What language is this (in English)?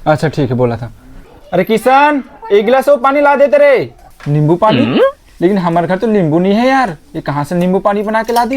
Chhattisgarhi